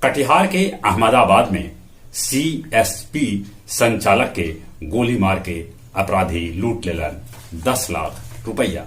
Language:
Magahi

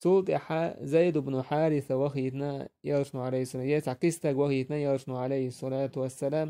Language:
Chechen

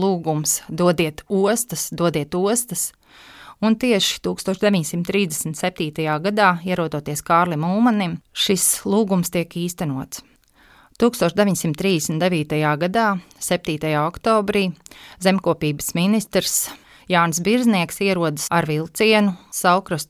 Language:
Latvian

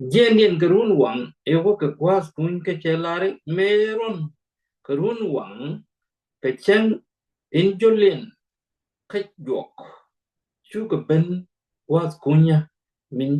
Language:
Nuer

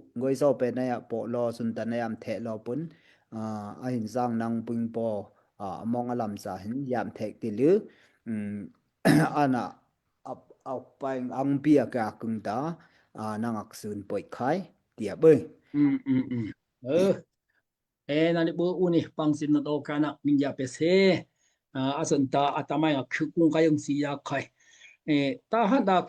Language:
Daai Chin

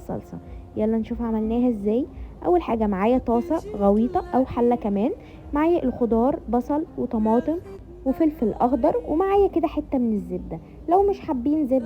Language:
Egyptian Arabic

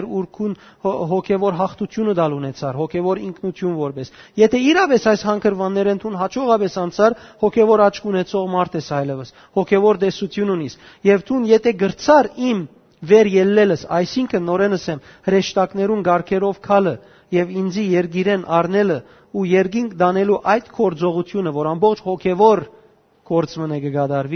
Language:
Western Armenian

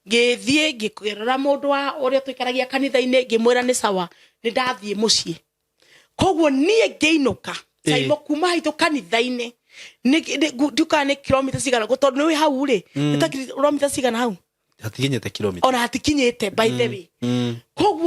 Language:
Kikuyu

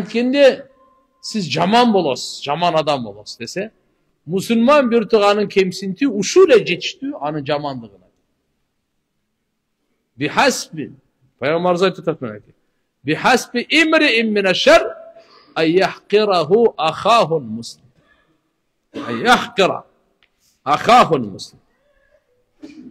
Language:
Kyrgyz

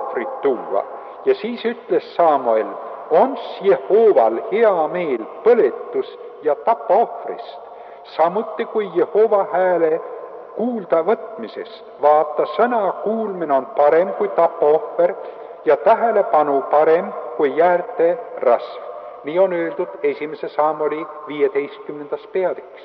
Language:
Estonian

